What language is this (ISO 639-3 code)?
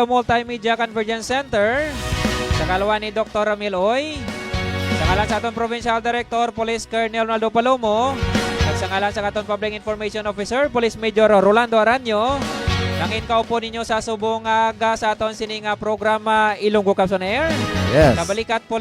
hil